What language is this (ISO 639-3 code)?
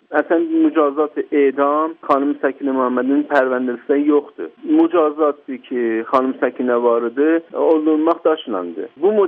azb